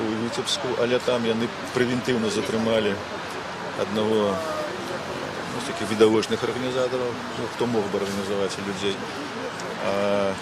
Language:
Belarusian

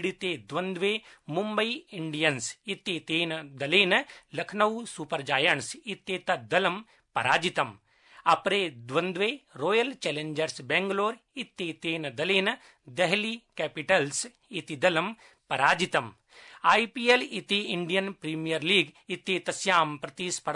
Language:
Sanskrit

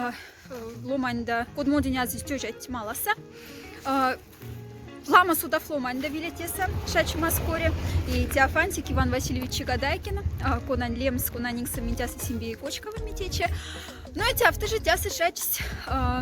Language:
Moksha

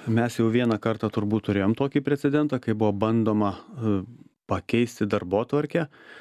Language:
Lithuanian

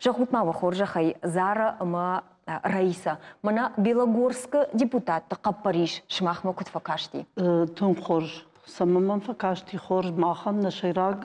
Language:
Ossetic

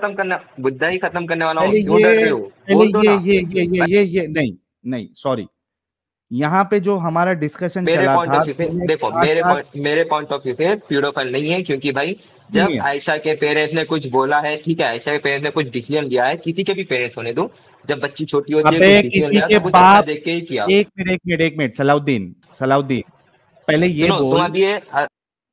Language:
Hindi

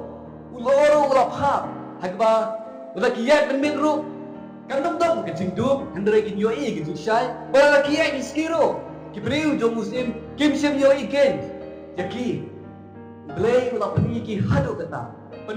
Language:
Khasi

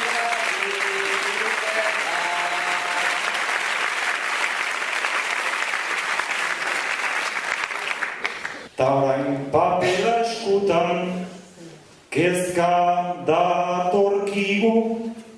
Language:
Basque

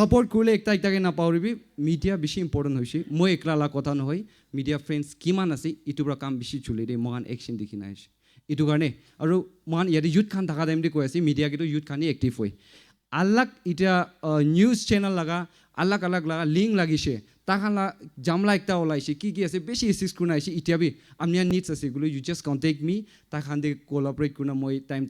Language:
Naga Pidgin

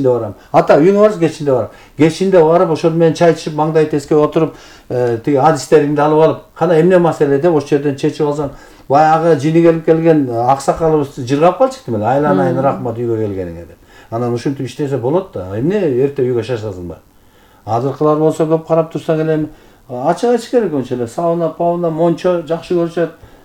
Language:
Kyrgyz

